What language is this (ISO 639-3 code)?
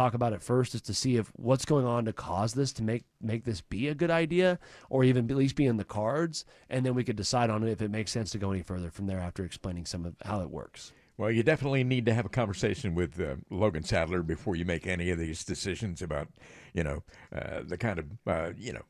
eng